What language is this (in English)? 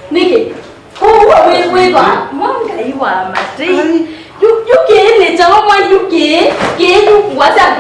Kamba